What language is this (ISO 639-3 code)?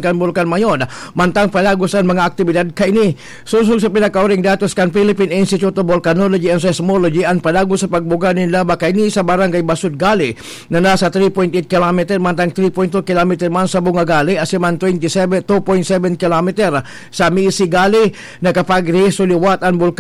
bik